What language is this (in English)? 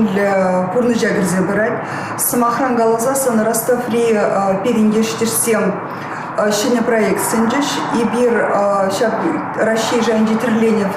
Chuvash